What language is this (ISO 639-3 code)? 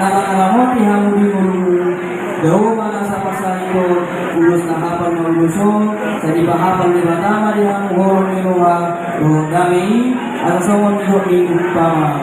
bbc